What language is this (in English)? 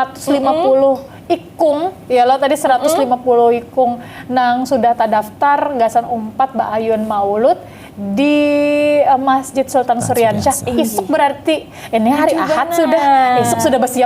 Banjar